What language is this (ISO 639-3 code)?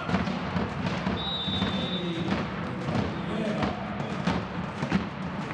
est